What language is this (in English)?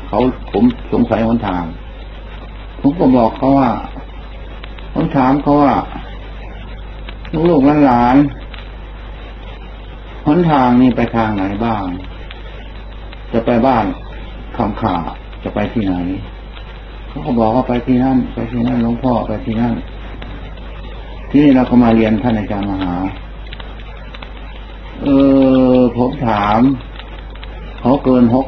Thai